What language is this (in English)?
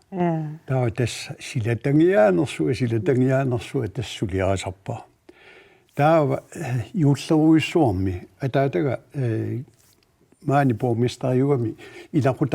Kalaallisut